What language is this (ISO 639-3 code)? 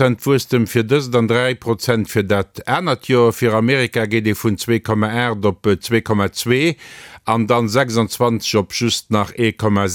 ltz